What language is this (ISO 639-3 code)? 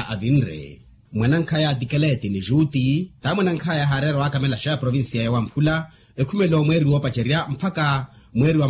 vmw